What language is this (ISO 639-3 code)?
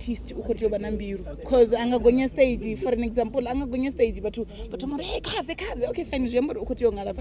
ven